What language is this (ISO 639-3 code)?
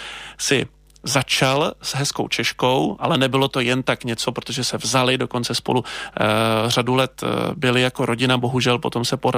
ces